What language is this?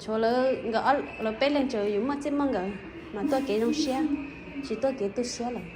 Hmong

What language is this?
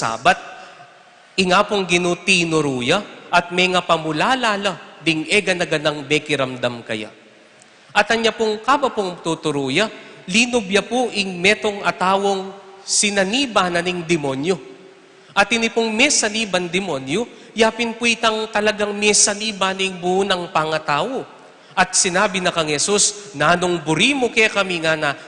Pampanga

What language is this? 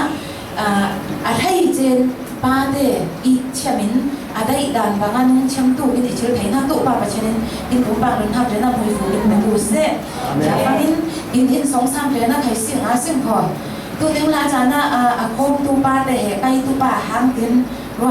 Falam Chin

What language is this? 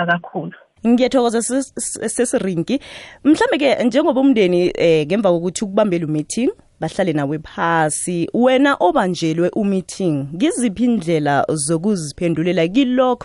South Ndebele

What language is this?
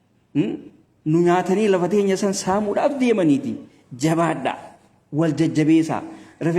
Oromo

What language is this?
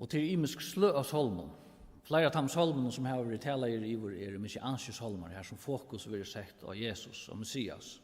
Faroese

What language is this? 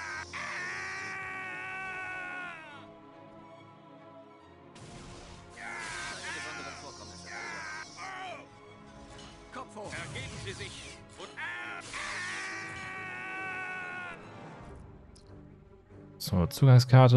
German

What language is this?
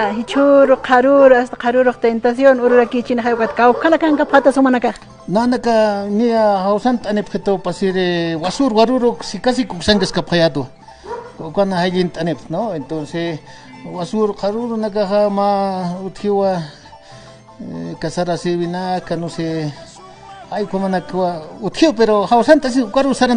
Aymara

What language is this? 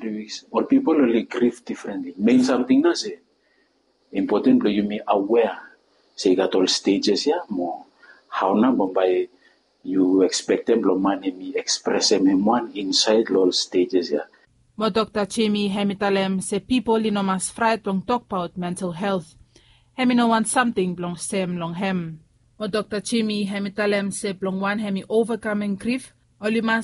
Bislama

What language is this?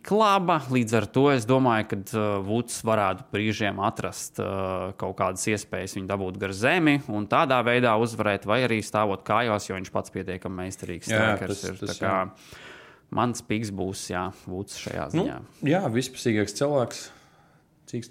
Latvian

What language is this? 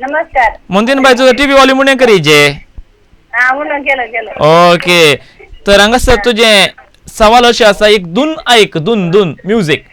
Konkani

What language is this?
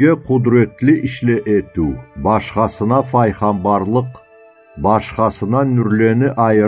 Karachay-Balkar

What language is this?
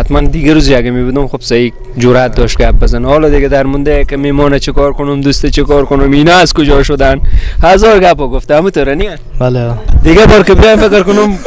Persian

